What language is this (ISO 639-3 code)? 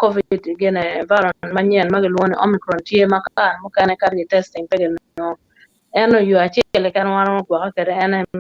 ach